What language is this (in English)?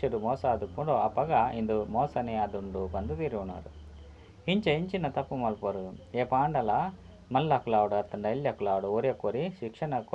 Tulu